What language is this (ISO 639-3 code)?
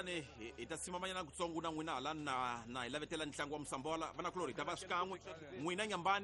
tso